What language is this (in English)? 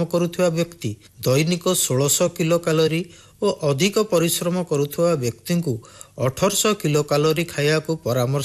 Odia